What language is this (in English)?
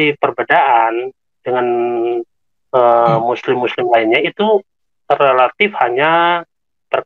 Indonesian